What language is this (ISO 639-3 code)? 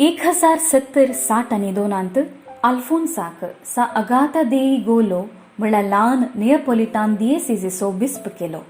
kok